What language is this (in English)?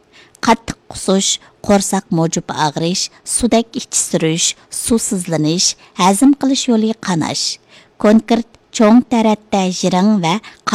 Uyghur